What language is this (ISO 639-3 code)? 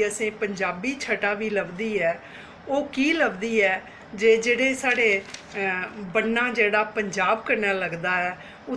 doi